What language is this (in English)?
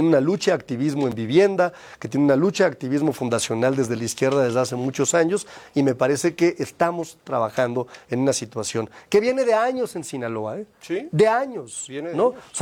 Spanish